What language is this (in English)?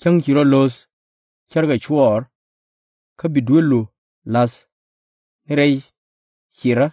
Nuer